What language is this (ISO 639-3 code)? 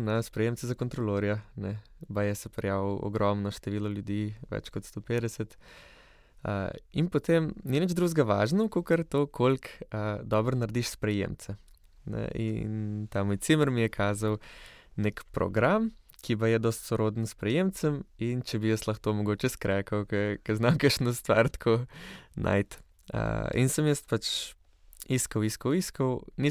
slv